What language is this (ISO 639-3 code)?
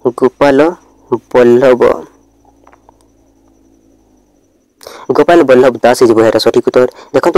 ori